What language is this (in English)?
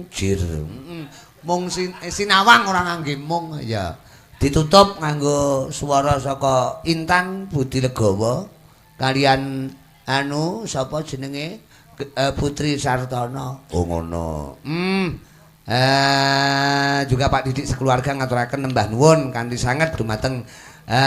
Javanese